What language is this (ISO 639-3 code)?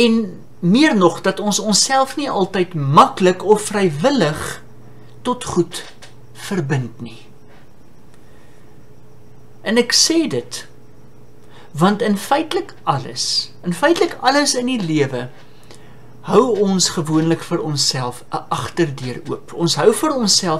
afr